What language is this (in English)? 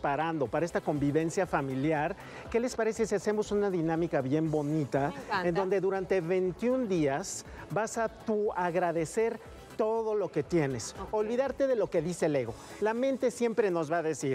Spanish